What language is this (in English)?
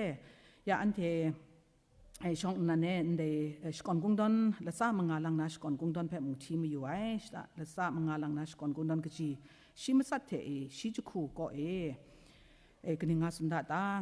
Kachin